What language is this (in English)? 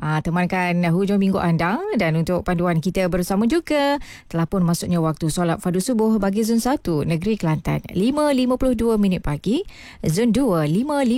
Malay